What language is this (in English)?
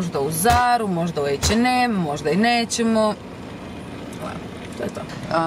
Croatian